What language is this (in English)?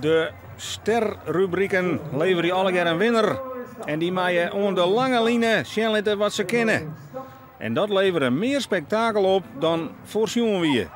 Western Frisian